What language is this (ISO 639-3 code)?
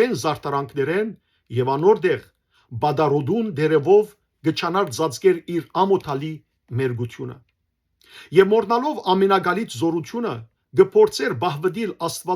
hyw